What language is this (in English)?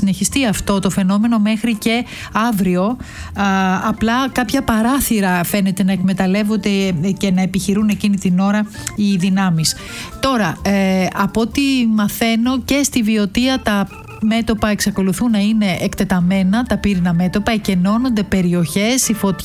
Greek